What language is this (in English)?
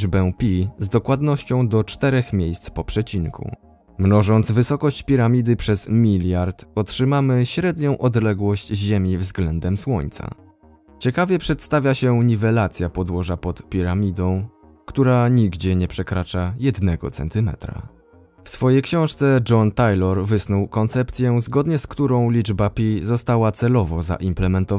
Polish